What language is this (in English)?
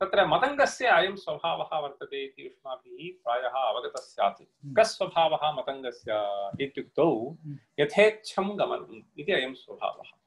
Sanskrit